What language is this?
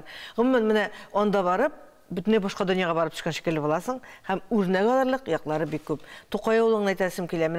Tatar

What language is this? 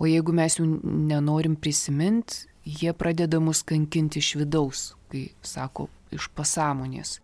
Lithuanian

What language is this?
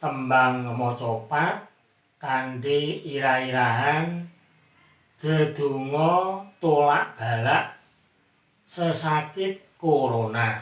Javanese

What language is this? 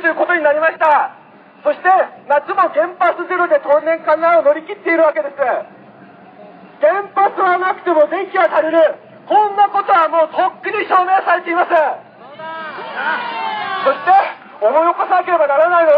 Japanese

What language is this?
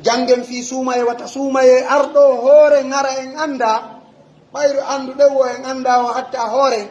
Pular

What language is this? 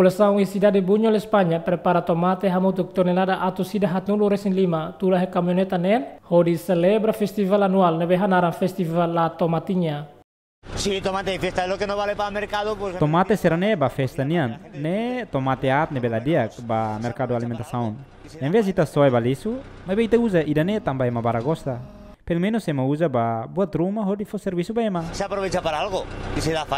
Tetum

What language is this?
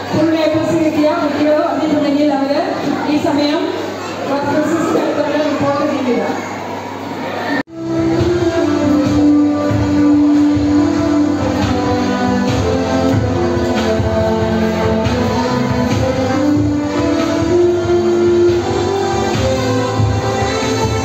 Malayalam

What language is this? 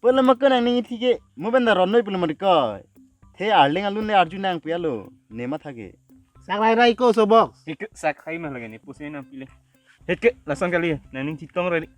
Karbi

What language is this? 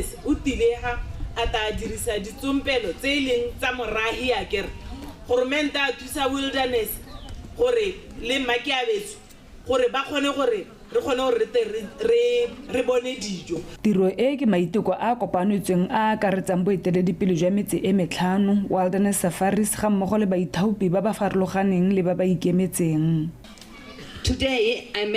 Tswana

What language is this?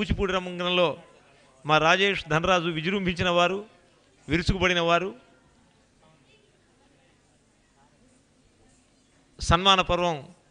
Telugu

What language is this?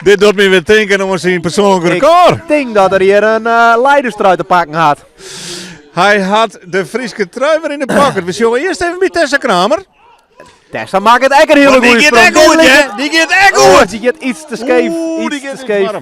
Western Frisian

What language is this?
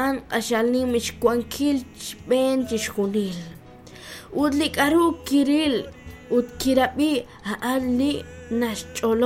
Kekchí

